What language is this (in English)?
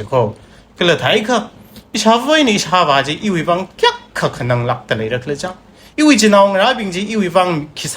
Tangkhul Naga (India)